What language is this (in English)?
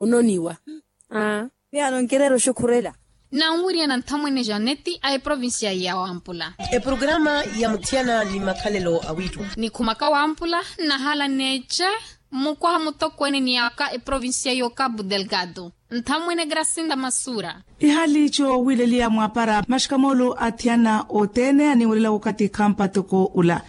Makhuwa